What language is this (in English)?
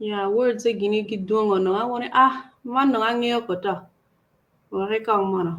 Acoli